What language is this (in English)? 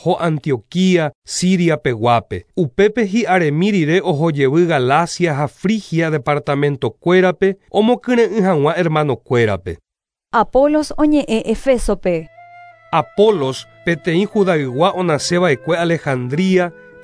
Guarani